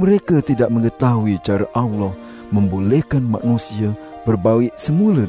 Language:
Malay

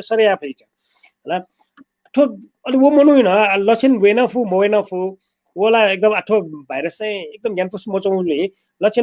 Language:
Newari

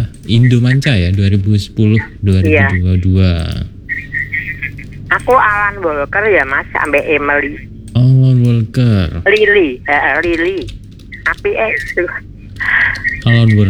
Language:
Indonesian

